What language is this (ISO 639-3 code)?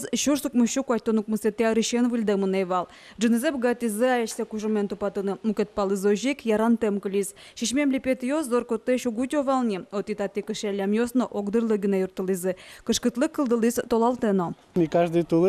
udm